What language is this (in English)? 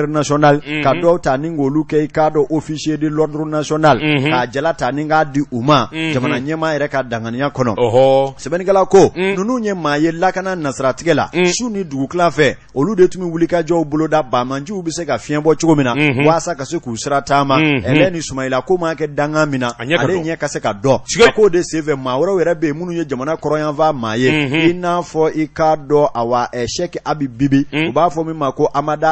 Bambara